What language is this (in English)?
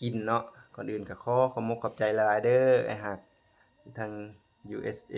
Lao